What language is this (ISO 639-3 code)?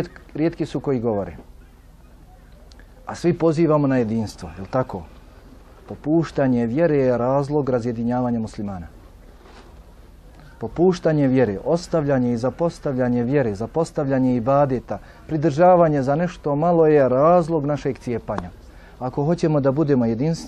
bos